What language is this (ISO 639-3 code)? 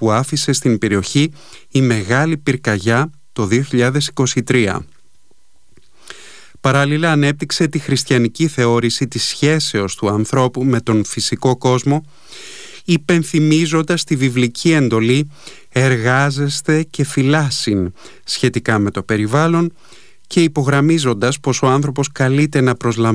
ell